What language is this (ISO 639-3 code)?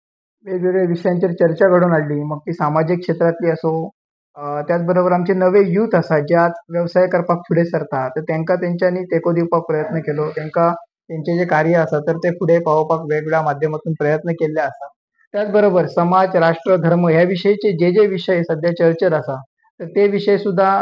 kok